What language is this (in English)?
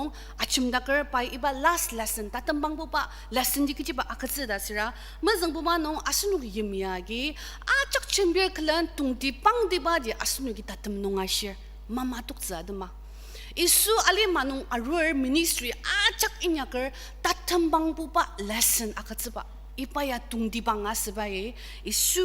Ao Naga